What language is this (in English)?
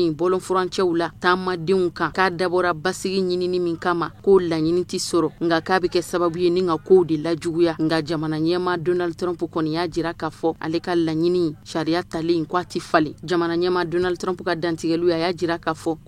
Bambara